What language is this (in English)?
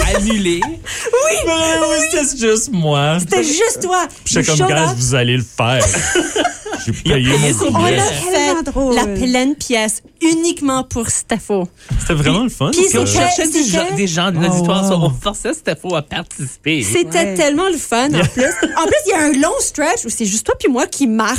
French